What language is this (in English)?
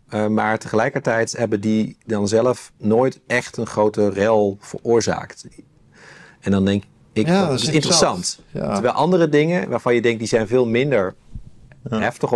Dutch